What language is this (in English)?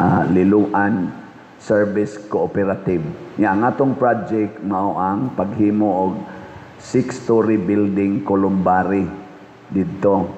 Cebuano